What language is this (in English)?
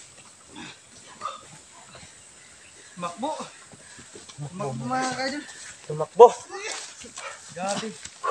Filipino